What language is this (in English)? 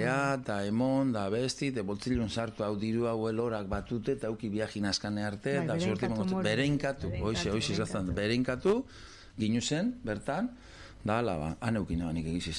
Basque